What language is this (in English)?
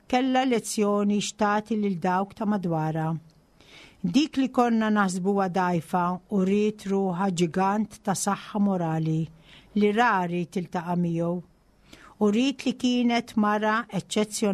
Maltese